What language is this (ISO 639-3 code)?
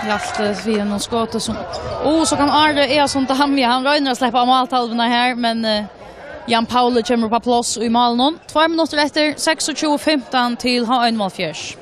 fao